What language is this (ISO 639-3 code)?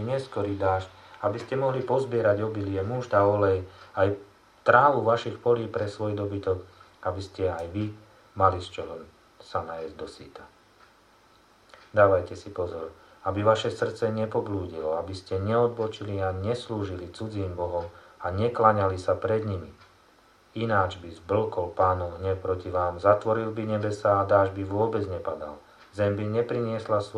slk